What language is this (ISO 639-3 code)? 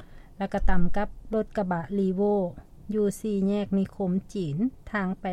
lao